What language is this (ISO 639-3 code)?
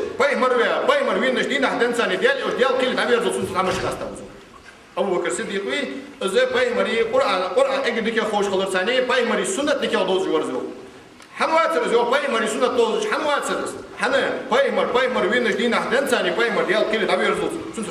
inh